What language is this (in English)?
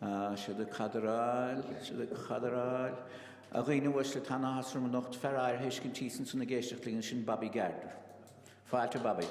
Irish